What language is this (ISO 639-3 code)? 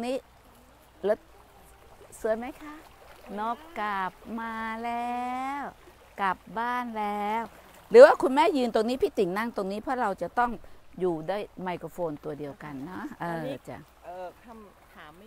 tha